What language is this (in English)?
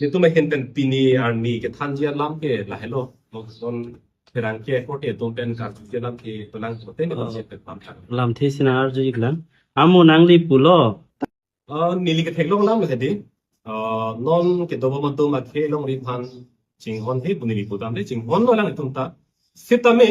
Karbi